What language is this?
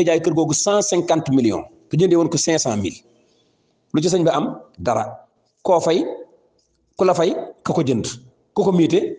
Wolof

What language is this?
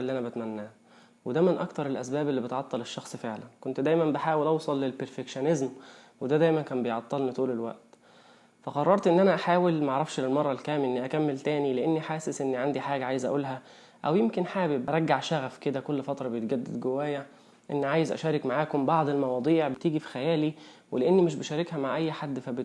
Egyptian Arabic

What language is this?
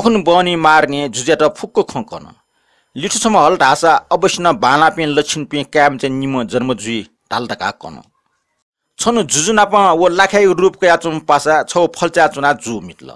Newari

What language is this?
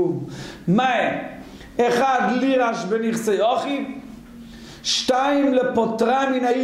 Hebrew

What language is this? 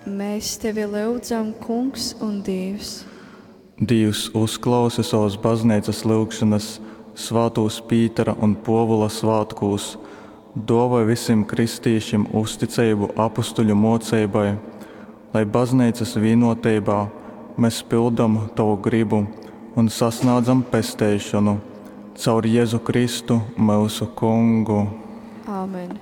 Latgalian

